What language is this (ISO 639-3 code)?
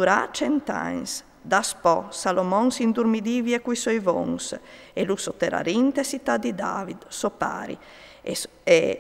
fur